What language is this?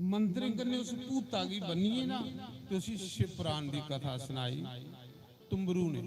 Dogri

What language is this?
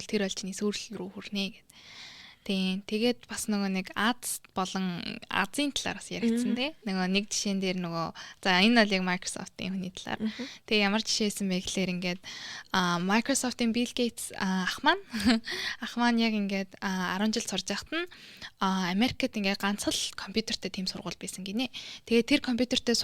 Mongolian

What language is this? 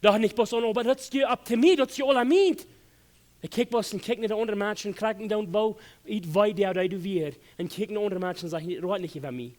Plautdietsch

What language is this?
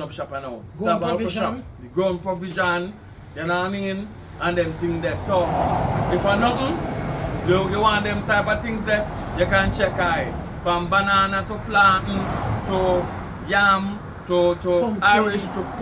Jamaican Creole English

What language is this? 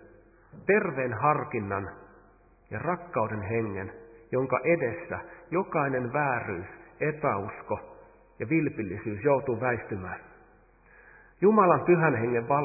Finnish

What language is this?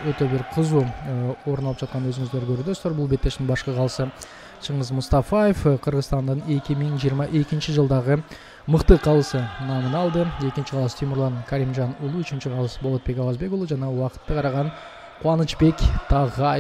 Kyrgyz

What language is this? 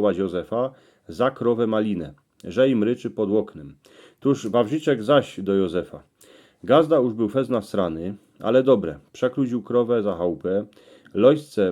Silesian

